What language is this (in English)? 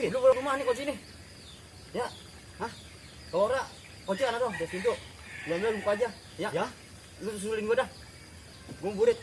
Betawi